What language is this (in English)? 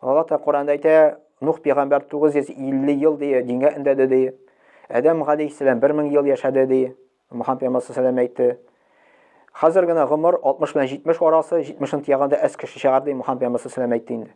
Tatar